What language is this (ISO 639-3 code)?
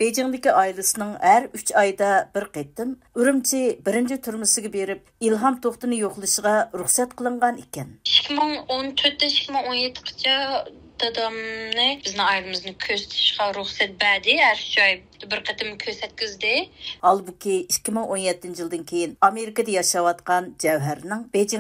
uig